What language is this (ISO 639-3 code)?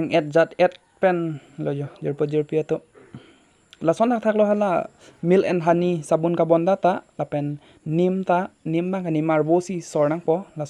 mjw